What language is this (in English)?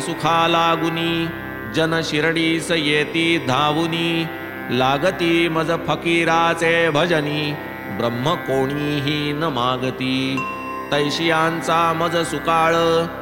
Marathi